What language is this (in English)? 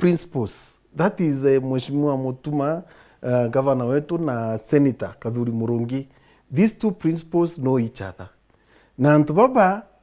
Meru